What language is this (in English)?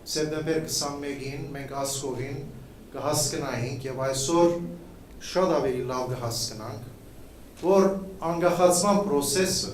Western Armenian